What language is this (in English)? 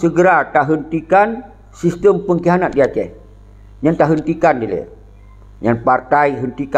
Achinese